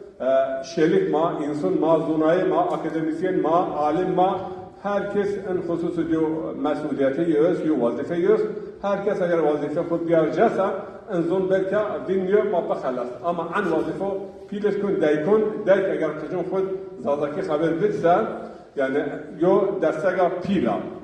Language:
Zaza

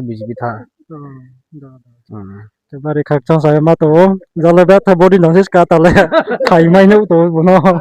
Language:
Riang (India)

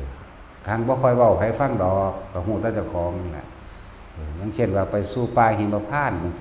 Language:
Northeastern Thai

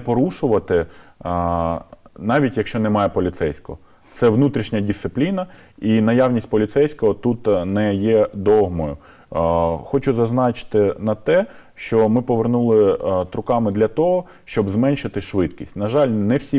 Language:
Ukrainian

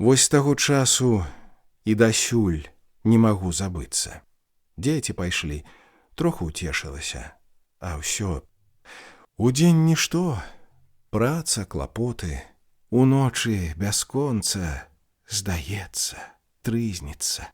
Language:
Belarusian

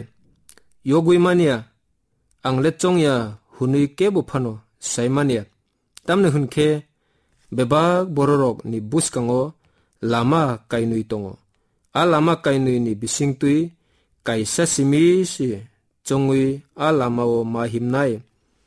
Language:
Kok Borok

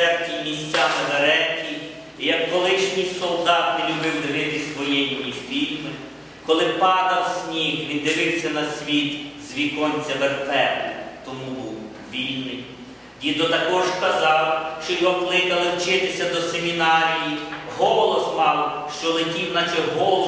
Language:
Ukrainian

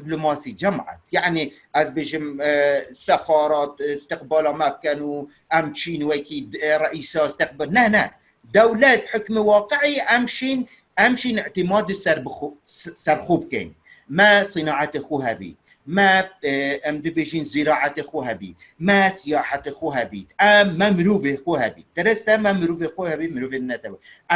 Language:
Kurdish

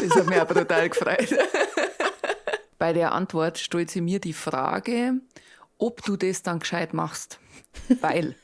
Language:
Bavarian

